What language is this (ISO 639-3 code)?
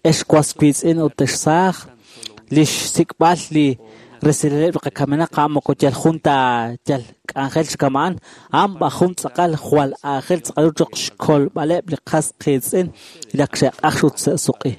kek